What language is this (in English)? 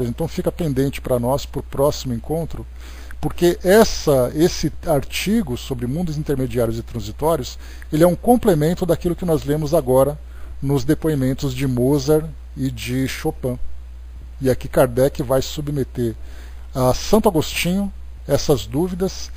Portuguese